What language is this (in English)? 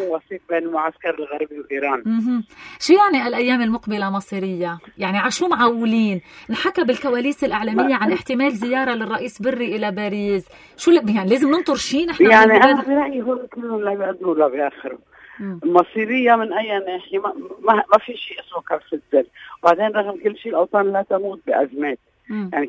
North Levantine Arabic